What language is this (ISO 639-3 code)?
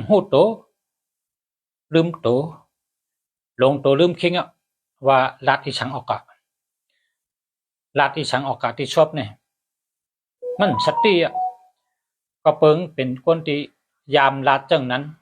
shn